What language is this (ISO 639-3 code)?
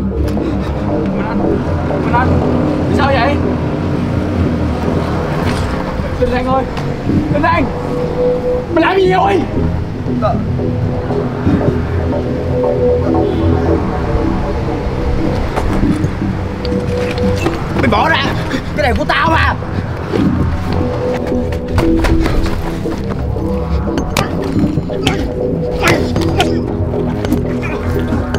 vie